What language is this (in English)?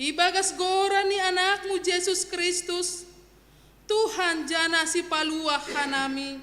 Batak Simalungun